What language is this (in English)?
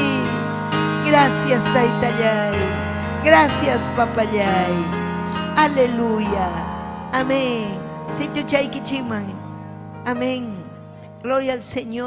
Ayacucho Quechua